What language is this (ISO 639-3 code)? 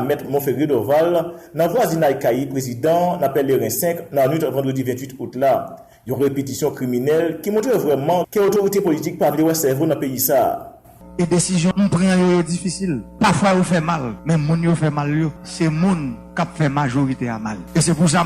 hat